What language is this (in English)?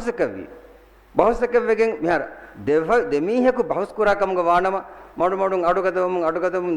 Divehi